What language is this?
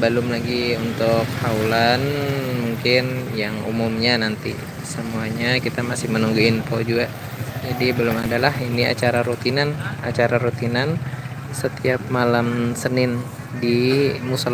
Banjar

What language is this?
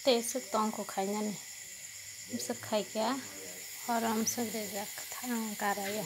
Kok Borok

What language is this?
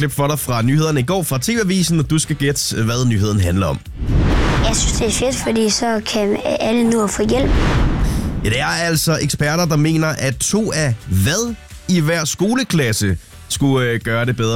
Danish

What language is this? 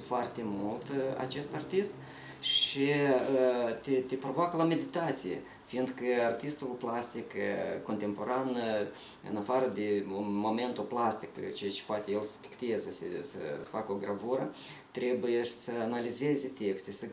Romanian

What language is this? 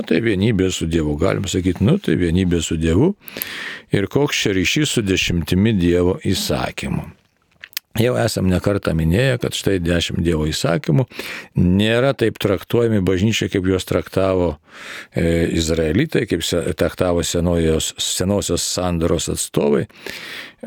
Lithuanian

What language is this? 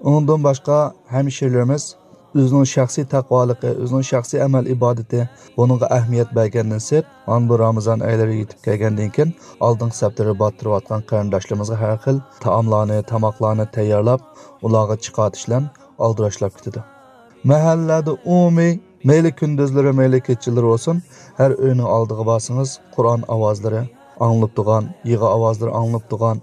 Uyghur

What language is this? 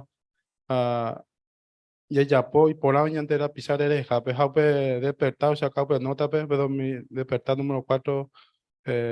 Guarani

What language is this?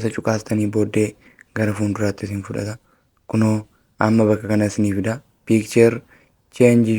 Oromo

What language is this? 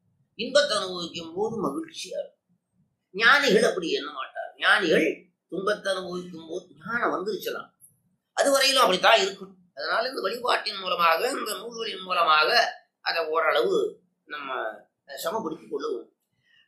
Tamil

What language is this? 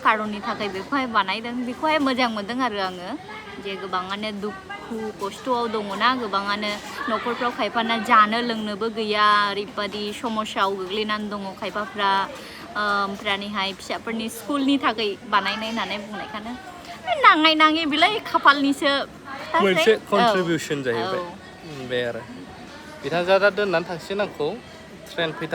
Bodo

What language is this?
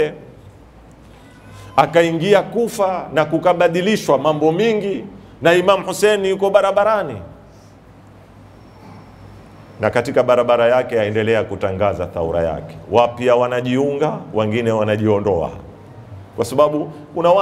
Swahili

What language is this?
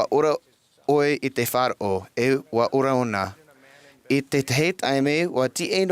Tahitian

